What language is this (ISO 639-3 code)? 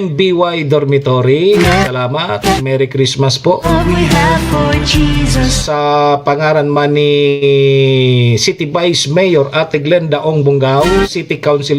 bik